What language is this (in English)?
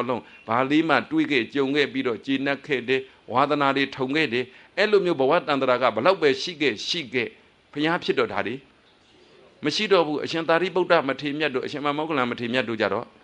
Burmese